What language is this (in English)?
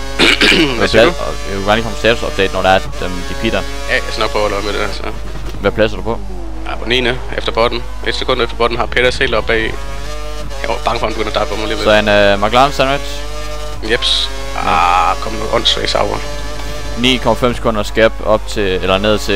Danish